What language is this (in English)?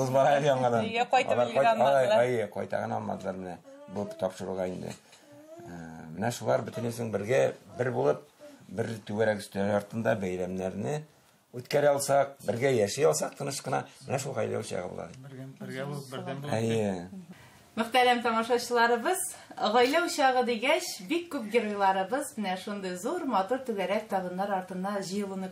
Tatar